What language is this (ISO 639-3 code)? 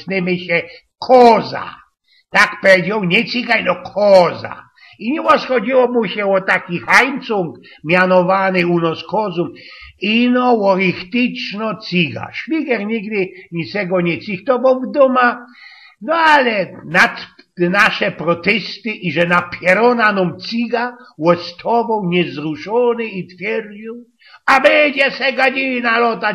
szl